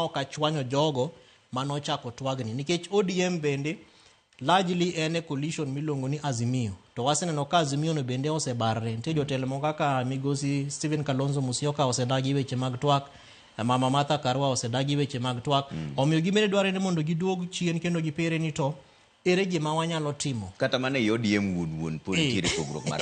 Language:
Luo (Kenya and Tanzania)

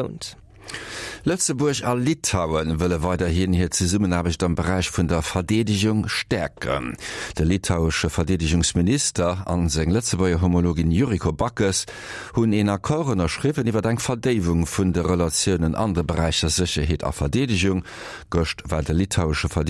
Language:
Luxembourgish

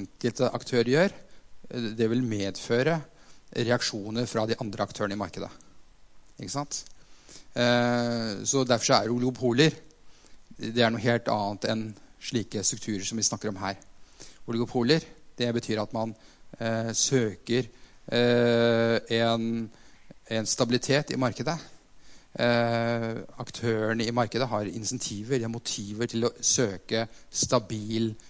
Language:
Norwegian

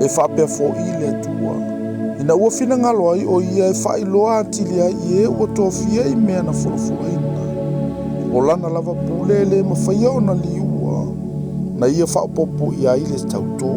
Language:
Samoan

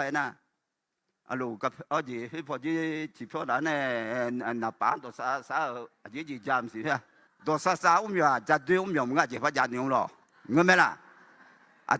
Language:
Akha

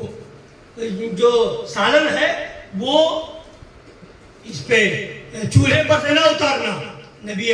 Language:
Urdu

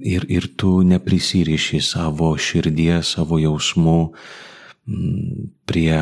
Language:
Lithuanian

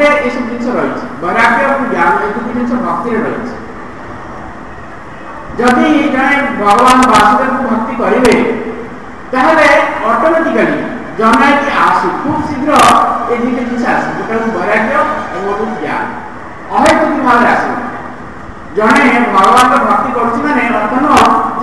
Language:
Odia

